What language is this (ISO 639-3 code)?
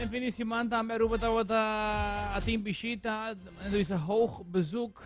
pap